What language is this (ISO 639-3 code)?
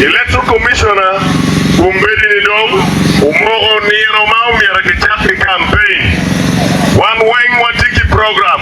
ach